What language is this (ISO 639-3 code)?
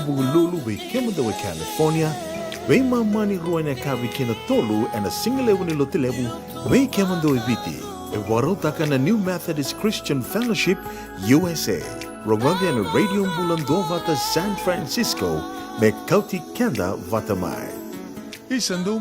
fij